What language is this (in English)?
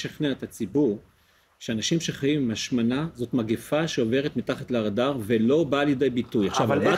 Hebrew